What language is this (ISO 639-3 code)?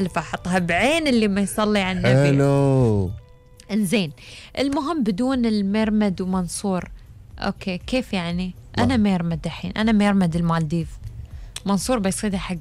afb